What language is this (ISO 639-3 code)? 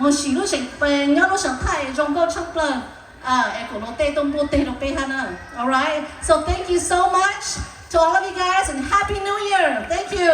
hmn